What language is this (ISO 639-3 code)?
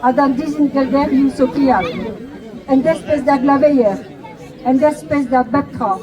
bre